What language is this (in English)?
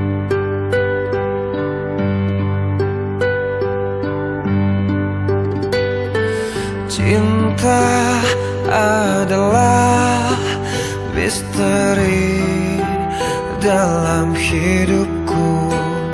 Indonesian